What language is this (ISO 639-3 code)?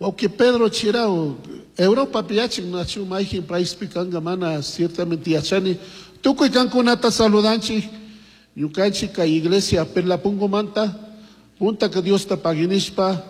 qug